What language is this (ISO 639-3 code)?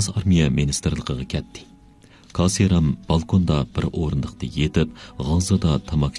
uig